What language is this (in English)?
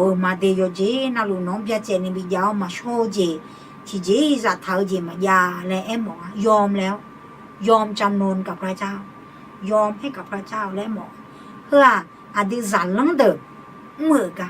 Akha